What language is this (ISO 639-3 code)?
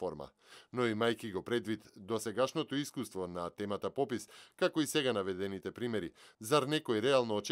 mkd